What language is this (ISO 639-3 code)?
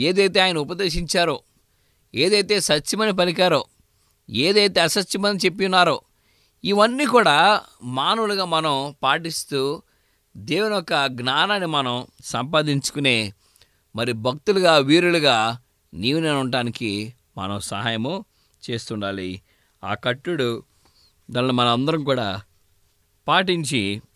tel